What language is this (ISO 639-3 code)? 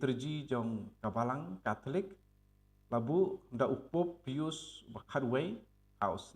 kha